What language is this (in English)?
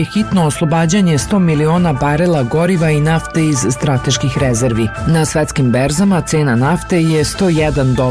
Serbian